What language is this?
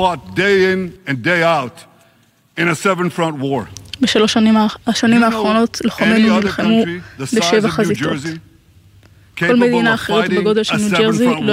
Hebrew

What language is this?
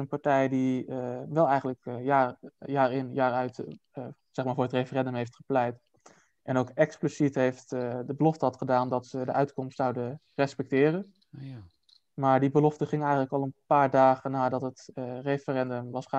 Dutch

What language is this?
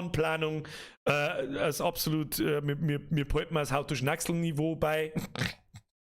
Bavarian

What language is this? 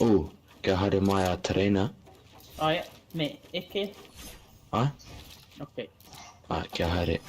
Māori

